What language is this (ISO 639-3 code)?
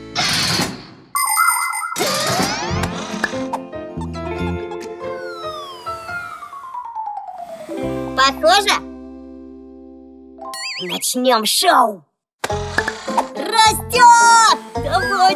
rus